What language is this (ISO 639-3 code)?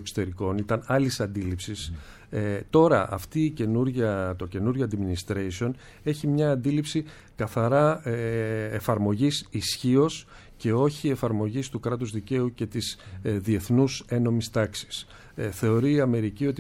ell